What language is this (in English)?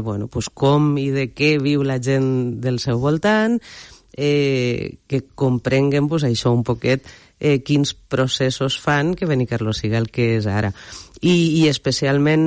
Catalan